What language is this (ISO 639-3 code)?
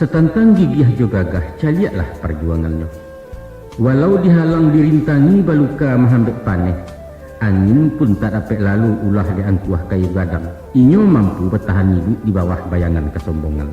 min